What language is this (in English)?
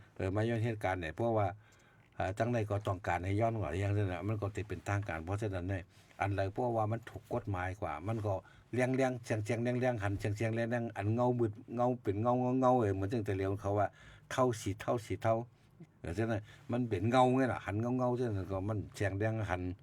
Shan